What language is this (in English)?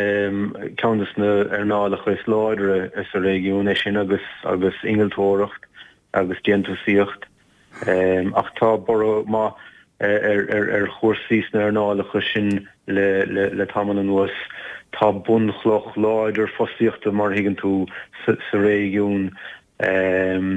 Irish